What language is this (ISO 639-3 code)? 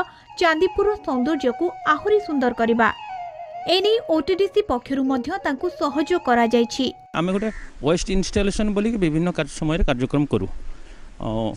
ori